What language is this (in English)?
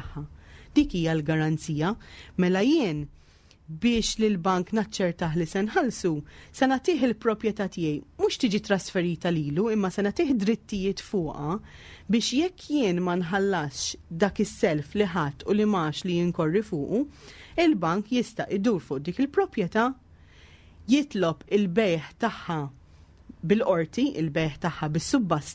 Maltese